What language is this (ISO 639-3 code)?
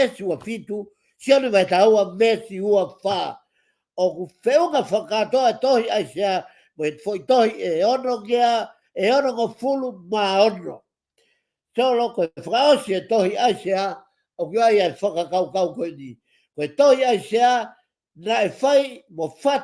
ton